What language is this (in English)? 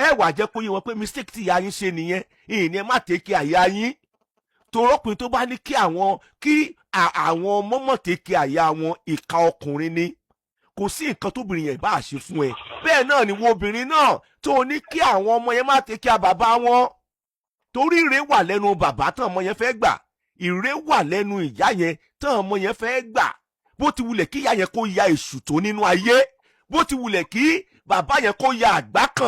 Yoruba